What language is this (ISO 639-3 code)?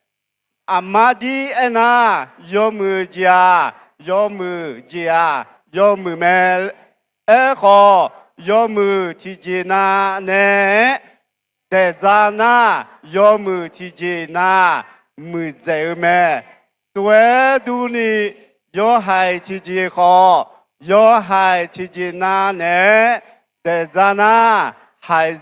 ahk